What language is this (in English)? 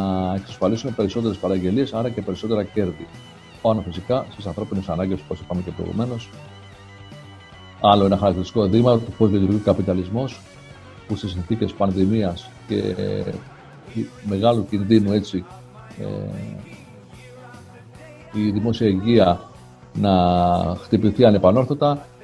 Greek